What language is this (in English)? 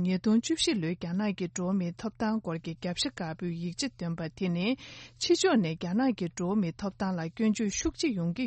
Tibetan